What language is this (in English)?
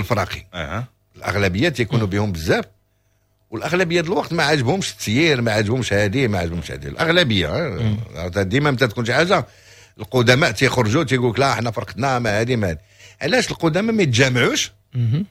Moroccan Arabic